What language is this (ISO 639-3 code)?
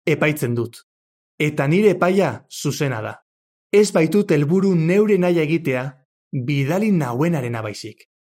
eus